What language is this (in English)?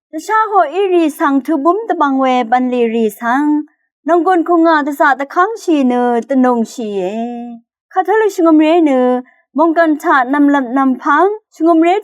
Rawang